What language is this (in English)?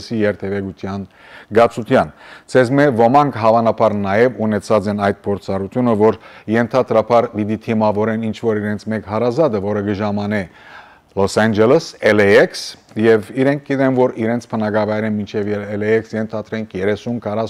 Western Armenian